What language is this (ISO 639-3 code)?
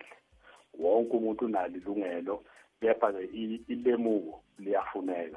nbl